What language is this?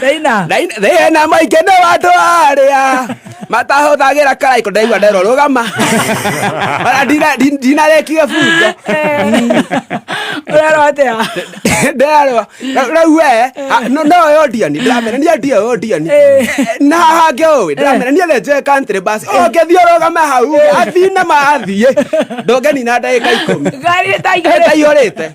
Kikuyu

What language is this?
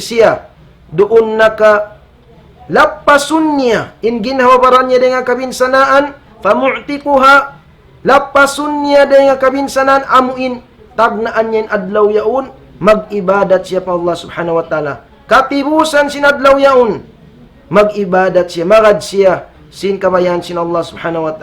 Tausug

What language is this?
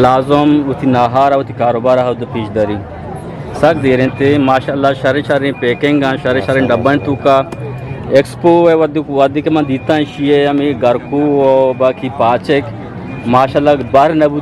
Eastern Balochi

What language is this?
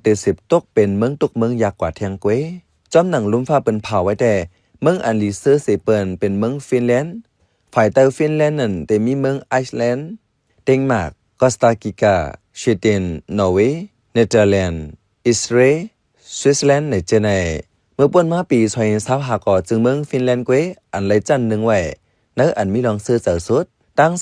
Shan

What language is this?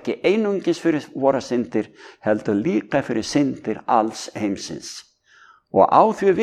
Icelandic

